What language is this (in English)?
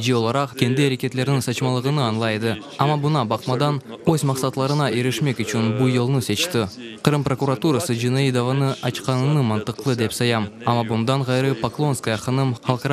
Crimean Tatar